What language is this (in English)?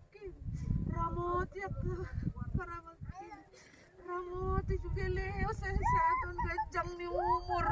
Batak Toba